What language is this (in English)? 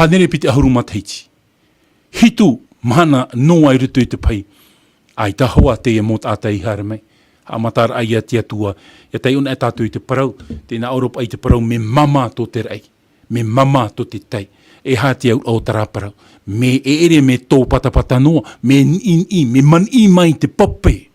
Tahitian